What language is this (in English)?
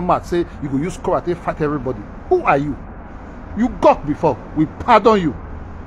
Nigerian Pidgin